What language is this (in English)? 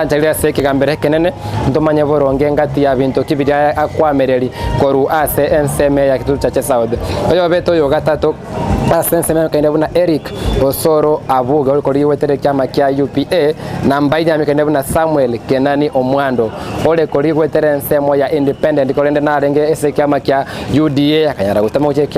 Gusii